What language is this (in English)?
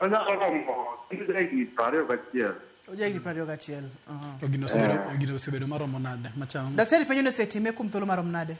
Luo (Kenya and Tanzania)